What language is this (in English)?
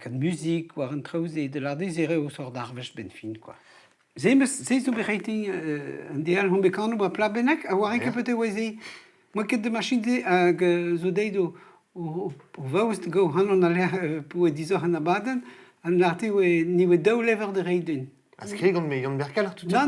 Breton